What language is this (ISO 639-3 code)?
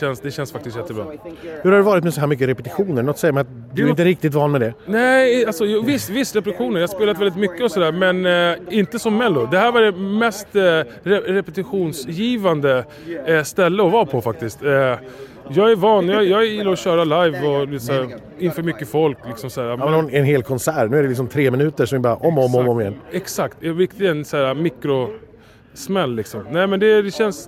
swe